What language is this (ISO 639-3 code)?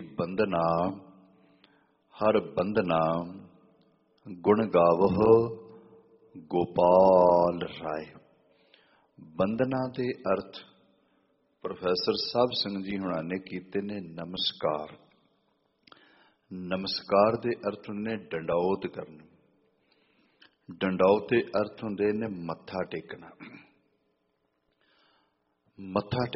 pan